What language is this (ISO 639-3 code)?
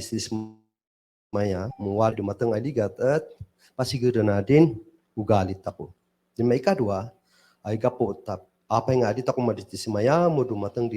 kne